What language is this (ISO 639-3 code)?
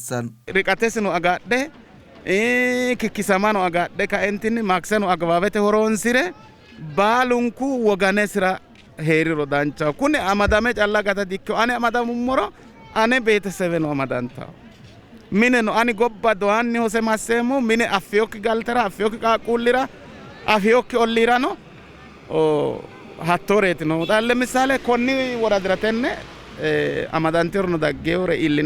sid